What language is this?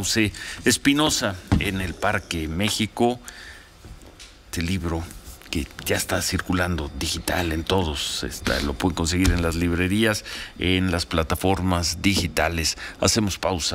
Spanish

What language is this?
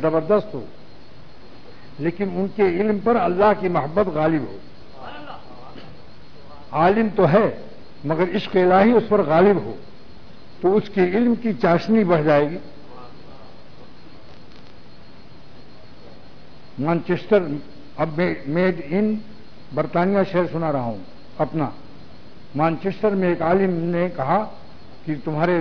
Urdu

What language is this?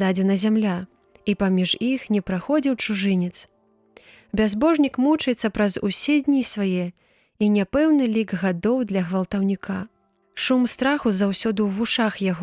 Belarusian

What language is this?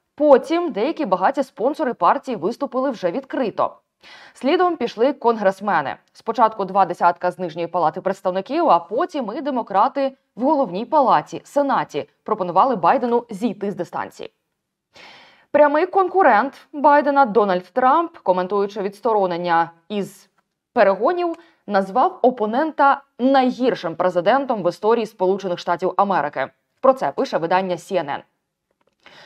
Ukrainian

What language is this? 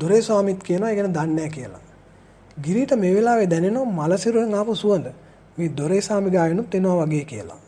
Sinhala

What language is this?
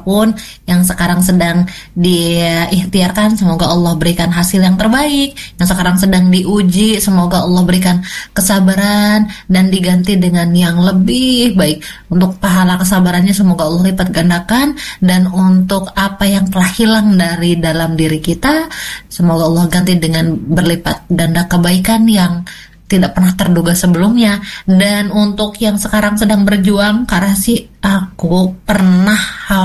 Indonesian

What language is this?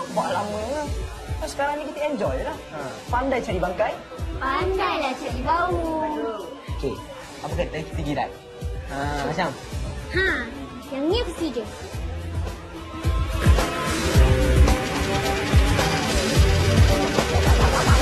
Malay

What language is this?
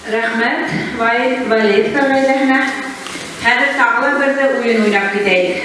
Bashkir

